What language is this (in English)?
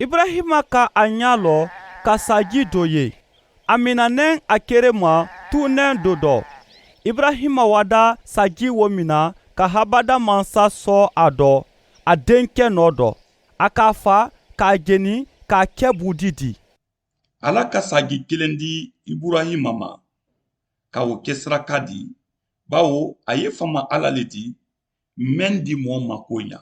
Mandingo